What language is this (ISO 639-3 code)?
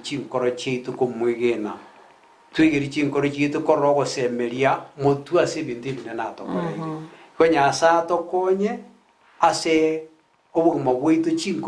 guz